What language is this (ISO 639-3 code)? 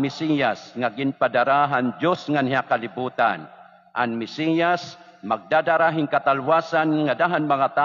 war